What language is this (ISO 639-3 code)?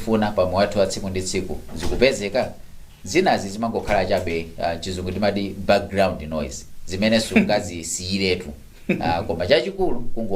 nya